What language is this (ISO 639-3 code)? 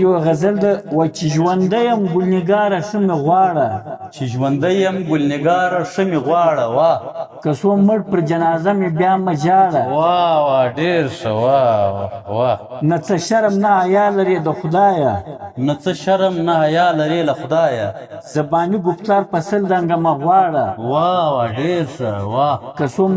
pus